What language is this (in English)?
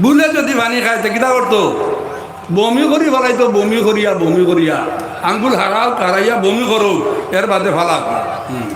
Sylheti